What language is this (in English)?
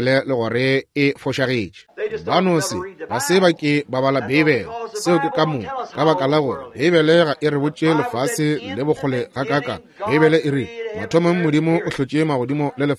Northern Sotho